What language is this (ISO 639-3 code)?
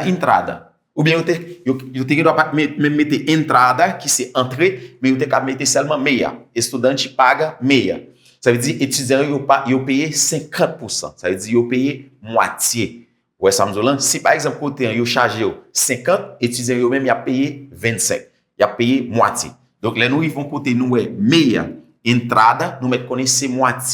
hat